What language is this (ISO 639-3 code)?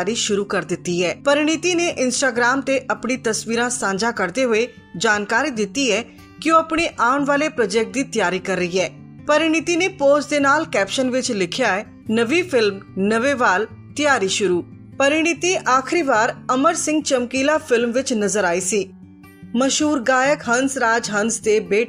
pan